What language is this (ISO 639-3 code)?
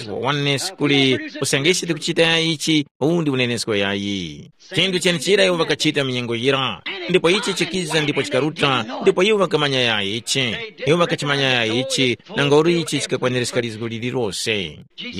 tum